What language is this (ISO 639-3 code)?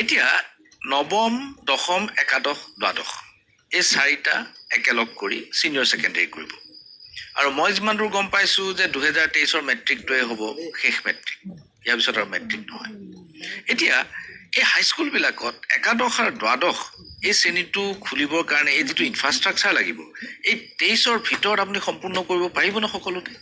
asm